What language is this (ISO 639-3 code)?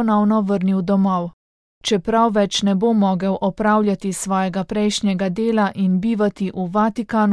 slv